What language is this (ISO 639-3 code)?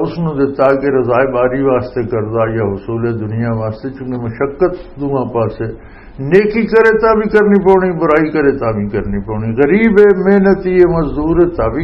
lah